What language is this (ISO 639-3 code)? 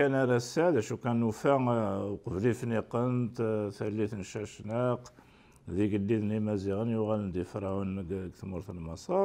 kab